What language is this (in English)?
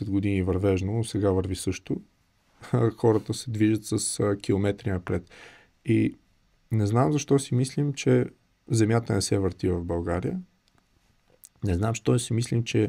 Bulgarian